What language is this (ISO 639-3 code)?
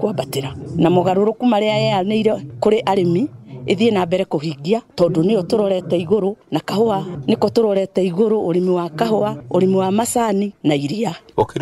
kik